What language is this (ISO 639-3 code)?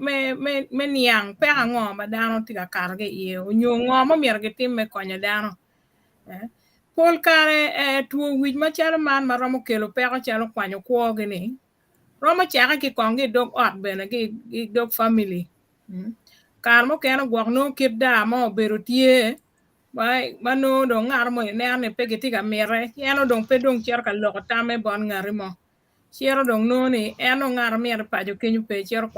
ach